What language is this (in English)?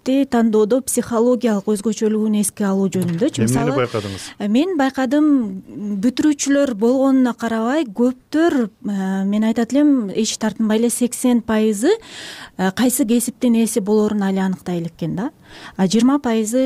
Kyrgyz